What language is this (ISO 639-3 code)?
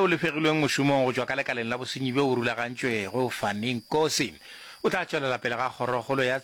nso